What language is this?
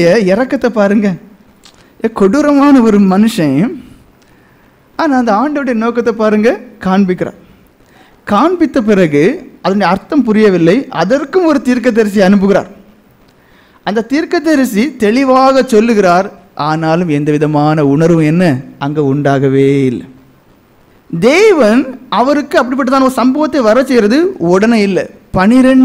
Tamil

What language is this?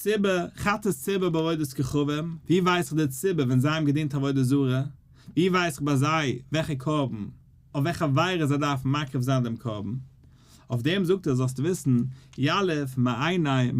Yiddish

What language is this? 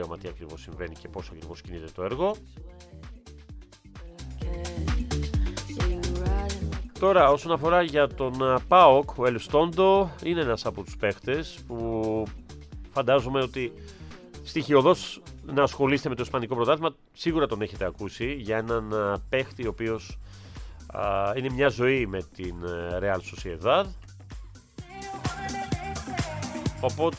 Greek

